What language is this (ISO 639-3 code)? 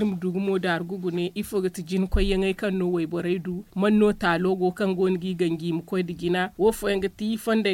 dje